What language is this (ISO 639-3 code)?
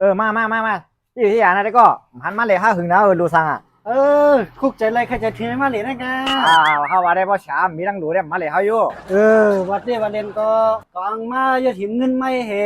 shn